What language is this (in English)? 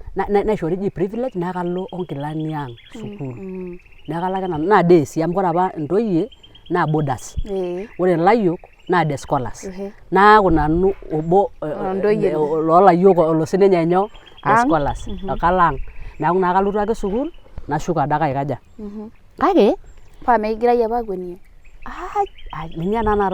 Masai